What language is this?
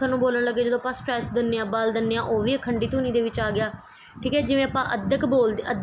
Punjabi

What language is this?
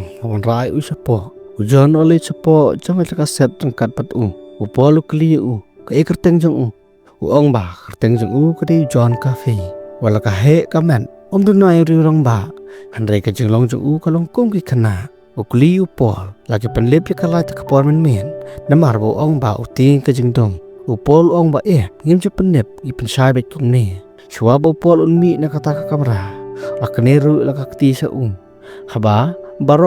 Khasi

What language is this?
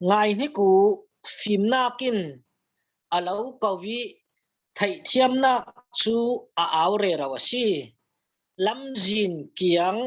Falam Chin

